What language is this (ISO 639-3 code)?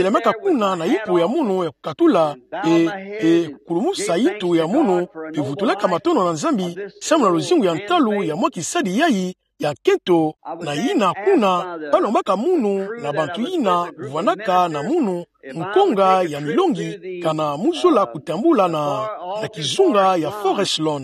ktu